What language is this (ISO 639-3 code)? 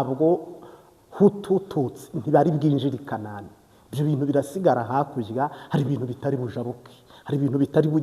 kin